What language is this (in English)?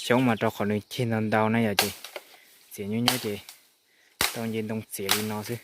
Hmong